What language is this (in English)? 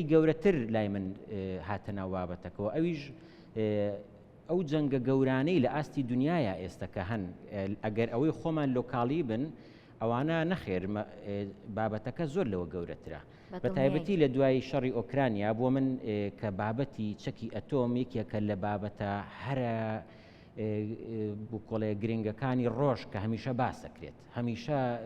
Central Kurdish